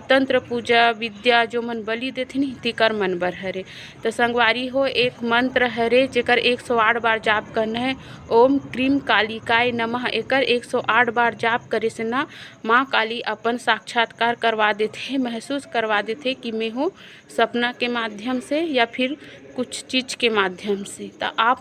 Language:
Chhattisgarhi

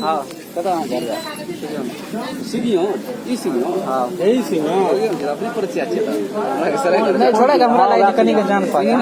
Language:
Maithili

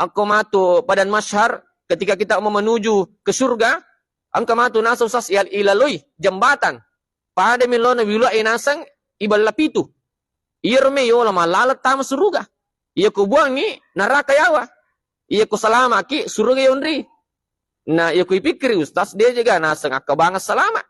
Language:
Buginese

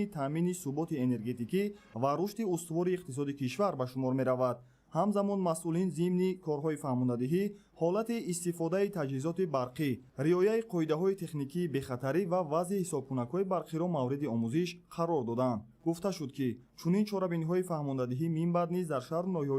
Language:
Tajik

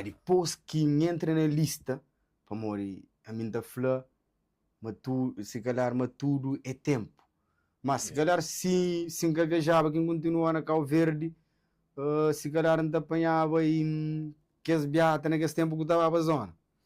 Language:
Kabuverdianu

